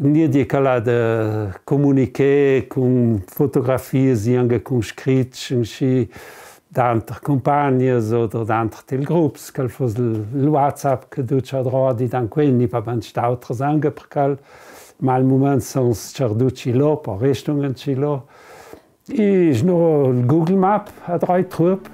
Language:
Ladin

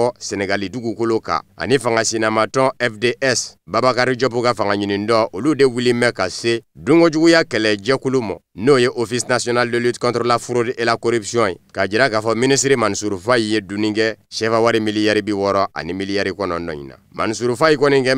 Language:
Bambara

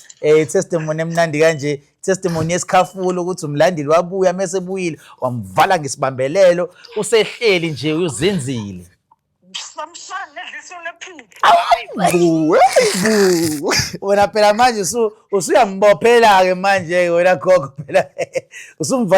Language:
Zulu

